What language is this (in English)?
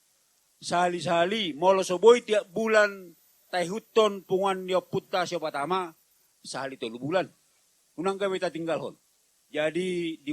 Batak Toba